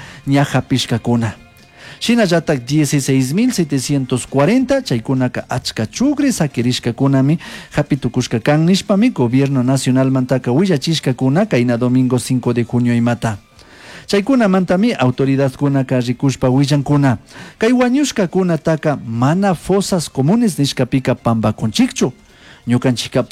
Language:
Chimborazo Highland Quichua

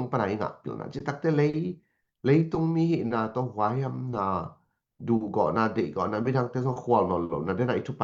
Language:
Tedim Chin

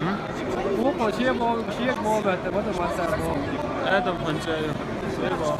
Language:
Chechen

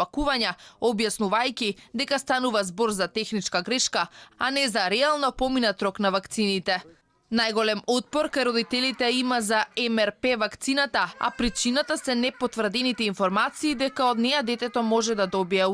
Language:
Macedonian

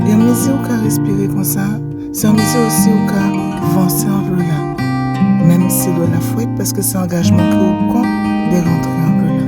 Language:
Guadeloupean Creole French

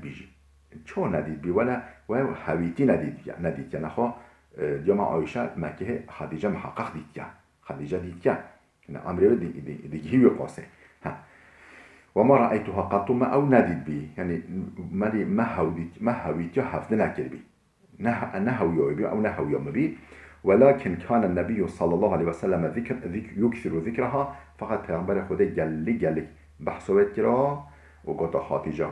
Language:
Kurdish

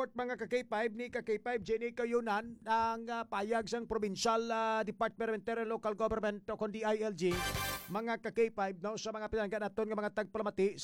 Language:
Hiligaynon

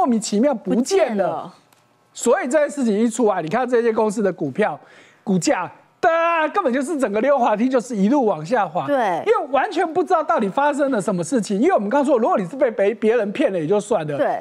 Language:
Chinese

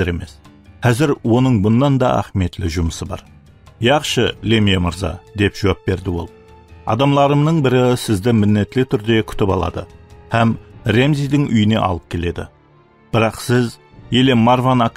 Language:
Kara-Kalpak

